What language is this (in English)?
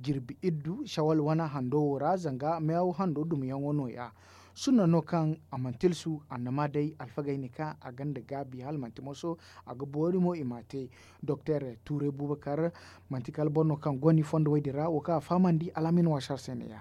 Zarma